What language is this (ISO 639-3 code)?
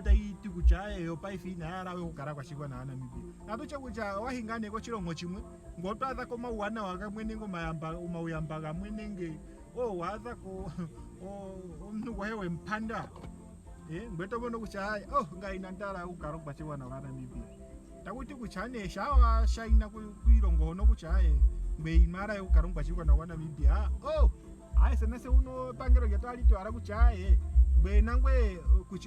ndo